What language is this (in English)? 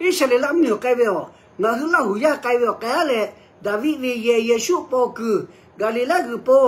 Lahu